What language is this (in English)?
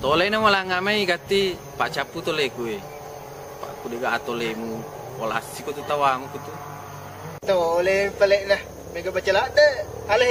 Buginese